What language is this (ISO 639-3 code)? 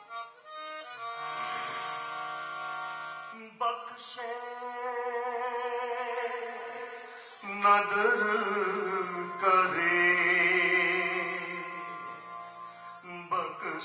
pan